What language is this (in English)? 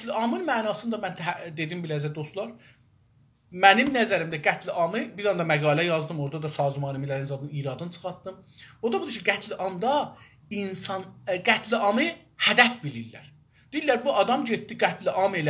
South Azerbaijani